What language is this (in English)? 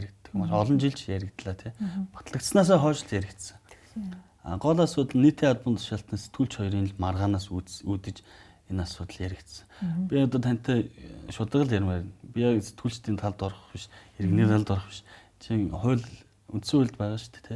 Mongolian